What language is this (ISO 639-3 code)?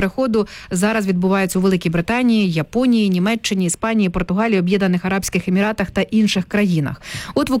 ukr